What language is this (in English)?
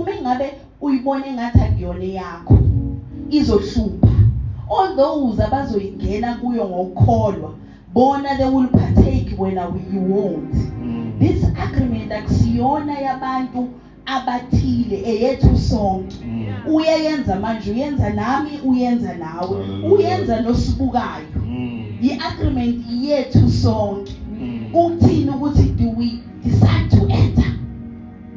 Zulu